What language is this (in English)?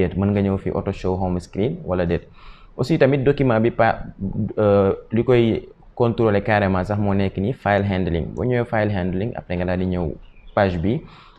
Wolof